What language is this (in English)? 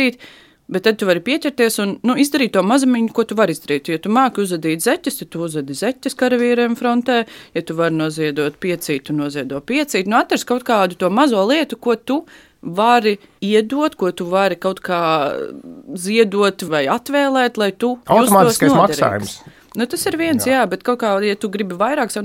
Latvian